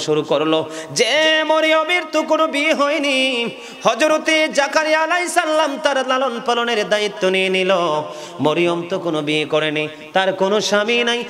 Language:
Bangla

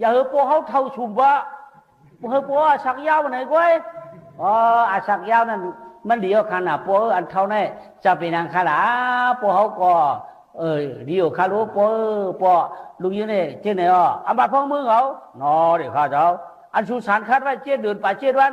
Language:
Shan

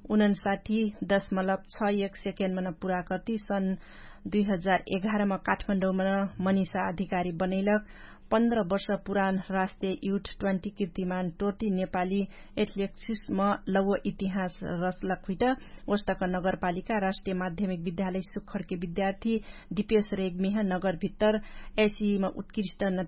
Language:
Dangaura Tharu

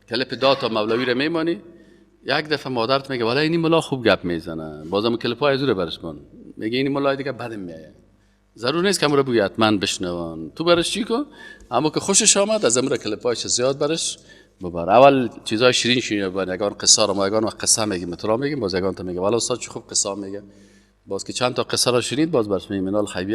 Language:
Persian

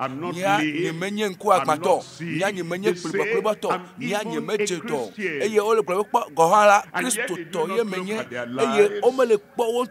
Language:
Ewe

